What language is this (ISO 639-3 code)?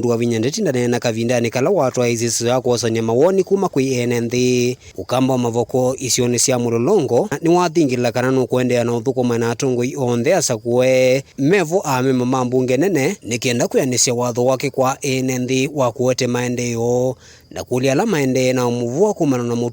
kam